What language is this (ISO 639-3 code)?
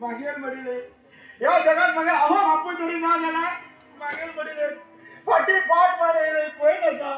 kok